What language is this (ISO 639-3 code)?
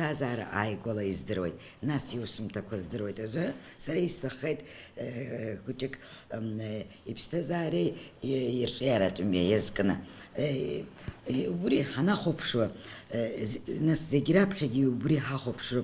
abk